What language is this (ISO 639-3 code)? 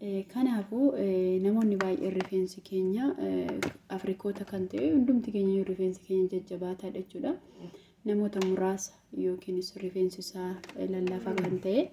orm